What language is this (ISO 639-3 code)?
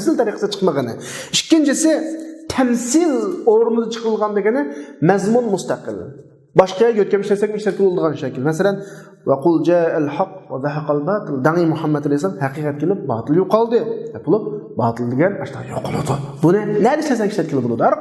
uig